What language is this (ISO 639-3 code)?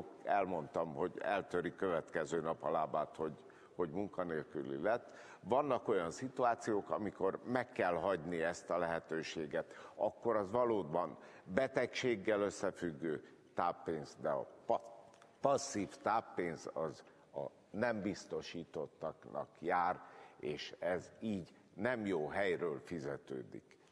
hun